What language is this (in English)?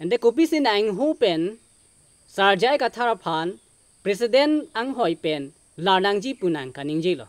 Karbi